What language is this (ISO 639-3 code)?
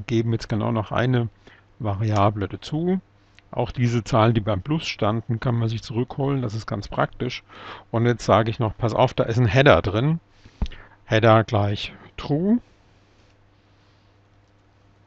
deu